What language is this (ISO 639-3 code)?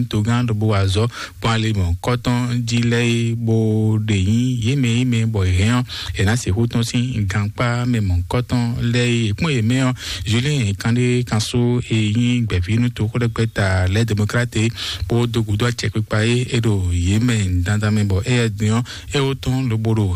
fon